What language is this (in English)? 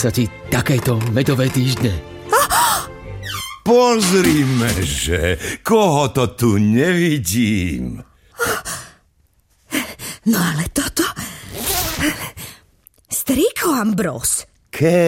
Slovak